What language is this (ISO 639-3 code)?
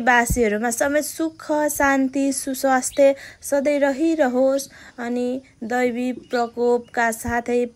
nep